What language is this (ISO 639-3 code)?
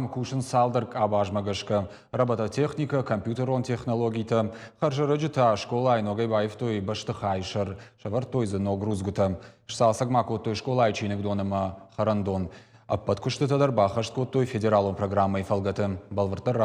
oss